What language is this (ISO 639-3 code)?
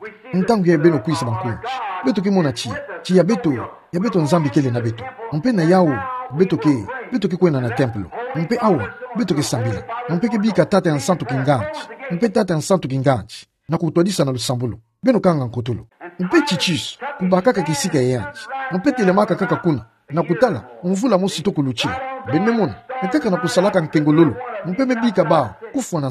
ktu